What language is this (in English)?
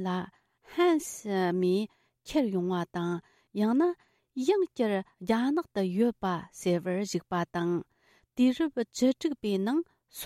Tibetan